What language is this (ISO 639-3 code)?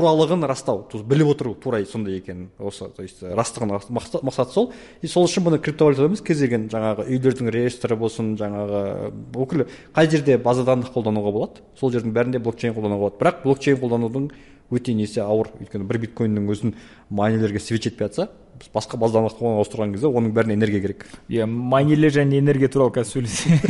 kaz